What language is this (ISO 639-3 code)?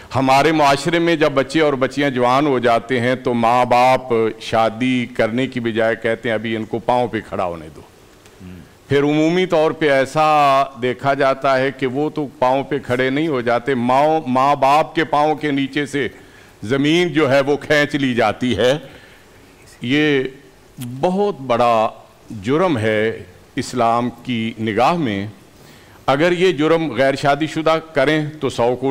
urd